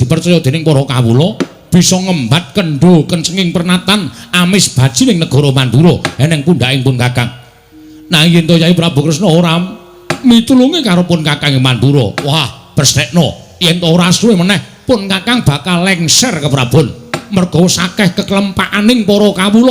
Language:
Javanese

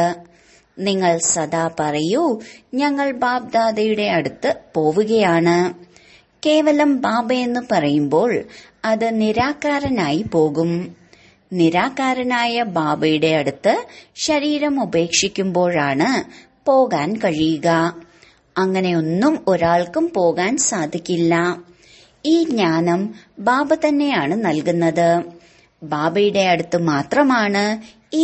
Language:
Malayalam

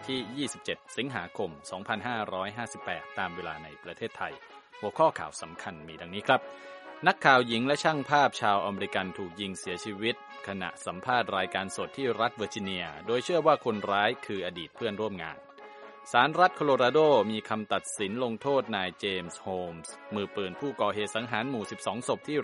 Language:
Thai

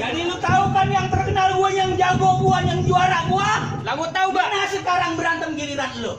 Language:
Betawi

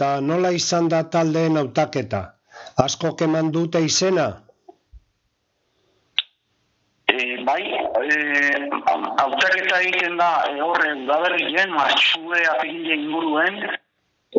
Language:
Basque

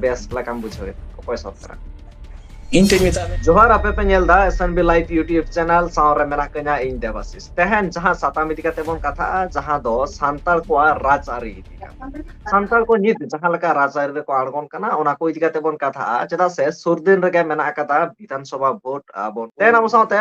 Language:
Santali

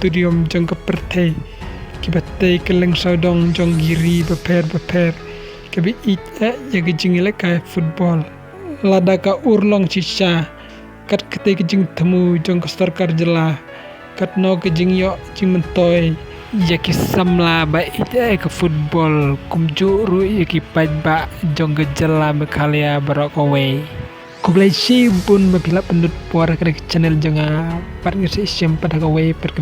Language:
Khasi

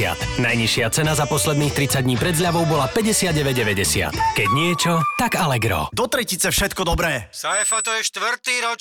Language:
Slovak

